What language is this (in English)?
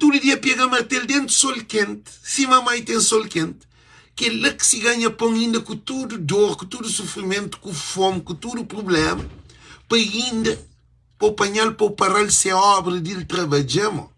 Kabuverdianu